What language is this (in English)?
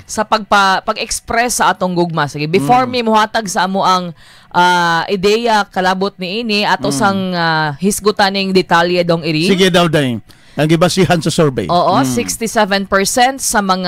Cebuano